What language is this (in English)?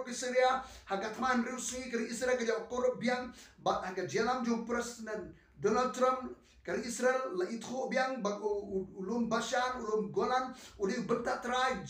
Khasi